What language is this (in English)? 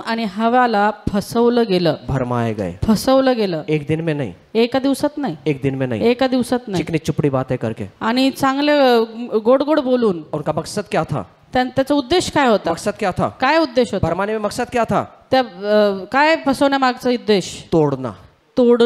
Marathi